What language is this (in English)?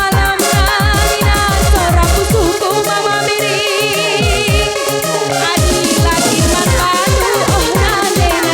Batak Karo